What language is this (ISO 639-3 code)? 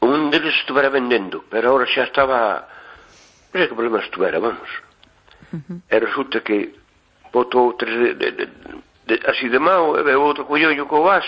glg